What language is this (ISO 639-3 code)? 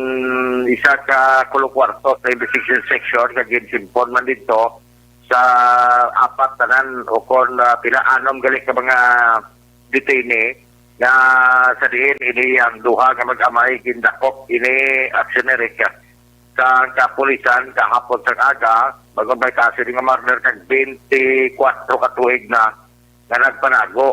hil